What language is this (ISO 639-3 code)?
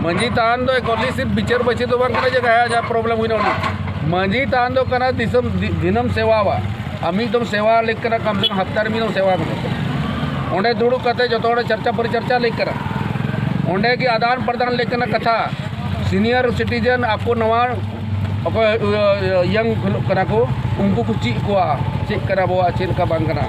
sat